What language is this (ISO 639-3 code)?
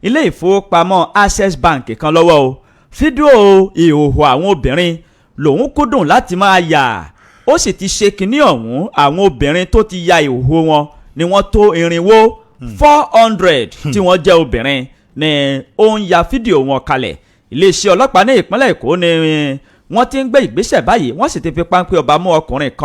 yor